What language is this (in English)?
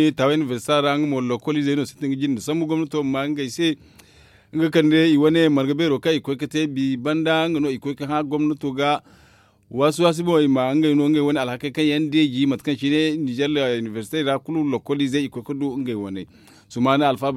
Zarma